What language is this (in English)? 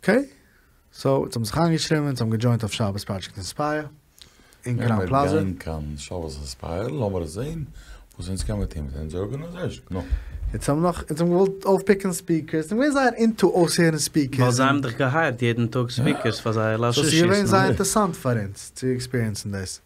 Yiddish